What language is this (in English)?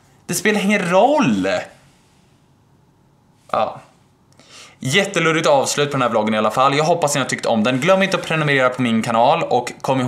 Swedish